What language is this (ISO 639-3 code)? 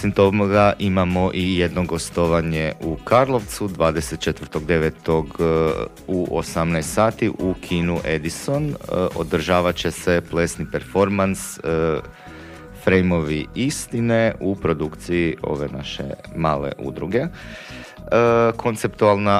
hrv